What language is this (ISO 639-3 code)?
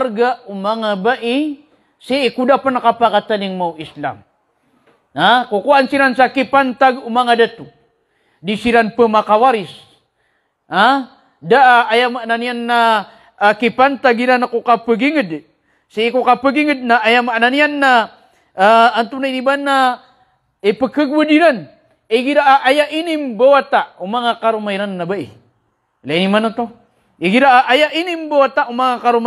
mrw